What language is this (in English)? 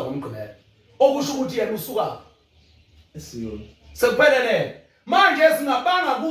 Zulu